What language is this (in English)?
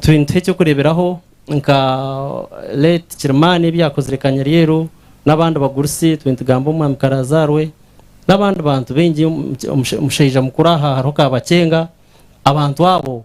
Nyankole